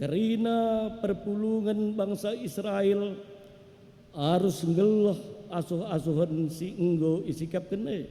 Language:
Batak Karo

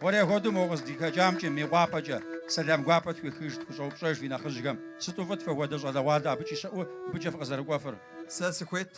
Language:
Kabardian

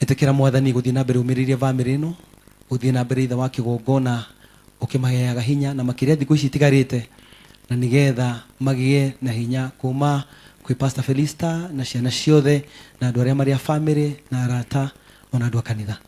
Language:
Kikuyu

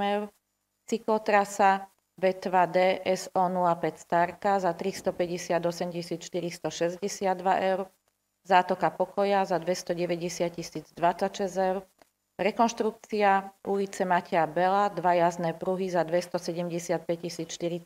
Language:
Slovak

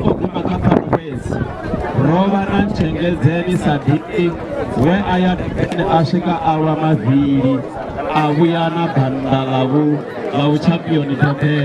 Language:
Venda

